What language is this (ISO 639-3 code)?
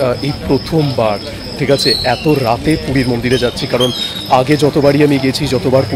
ben